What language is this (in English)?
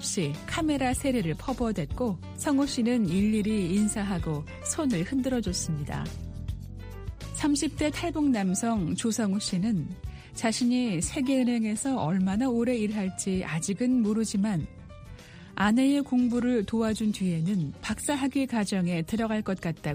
Korean